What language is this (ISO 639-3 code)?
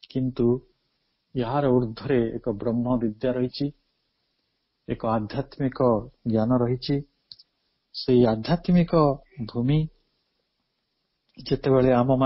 ori